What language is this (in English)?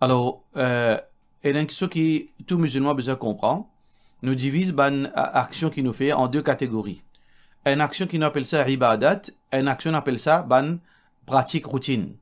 Morisyen